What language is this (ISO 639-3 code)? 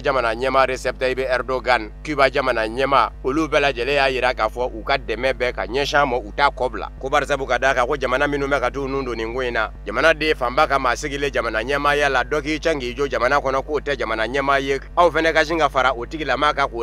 bam